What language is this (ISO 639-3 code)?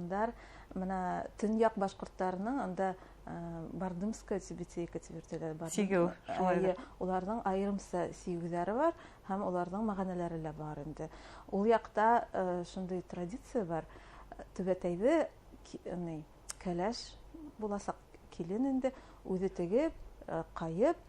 bak